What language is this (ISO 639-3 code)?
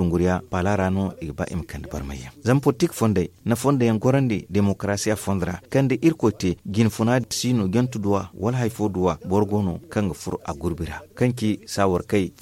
dje